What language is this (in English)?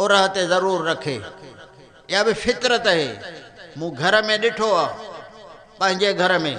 Sindhi